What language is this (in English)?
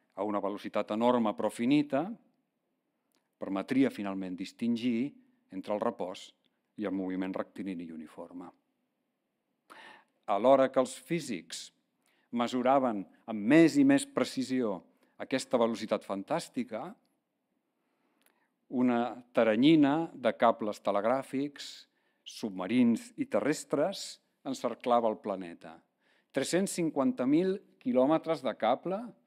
Catalan